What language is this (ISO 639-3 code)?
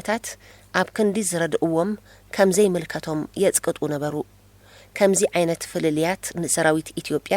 tir